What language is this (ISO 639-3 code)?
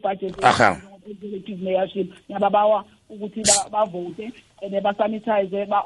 nbl